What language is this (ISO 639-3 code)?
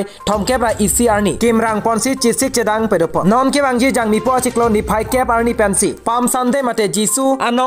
mjw